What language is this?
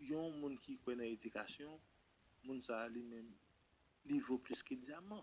Haitian Creole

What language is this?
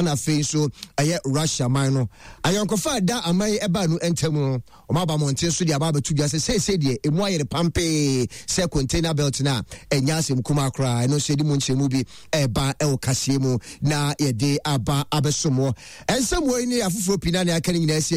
Akan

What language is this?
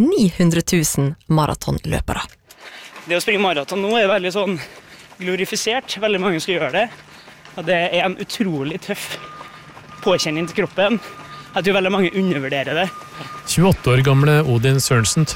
Norwegian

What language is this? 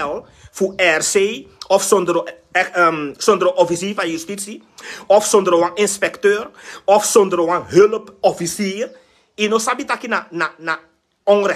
Sranan Tongo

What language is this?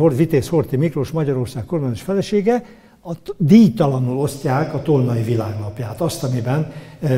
Hungarian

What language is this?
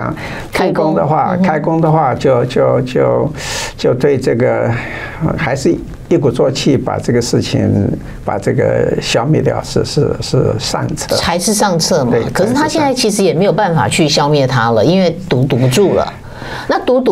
Chinese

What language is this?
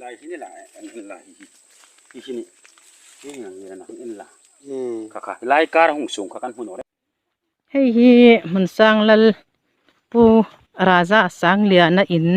Hmar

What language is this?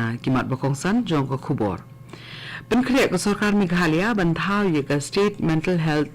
Khasi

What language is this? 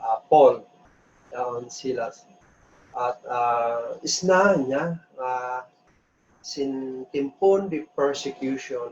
Kankanaey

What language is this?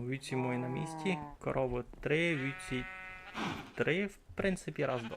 Rusyn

